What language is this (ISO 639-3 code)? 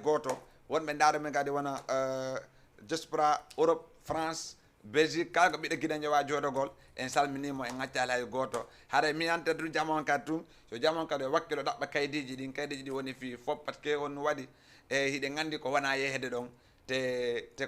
ful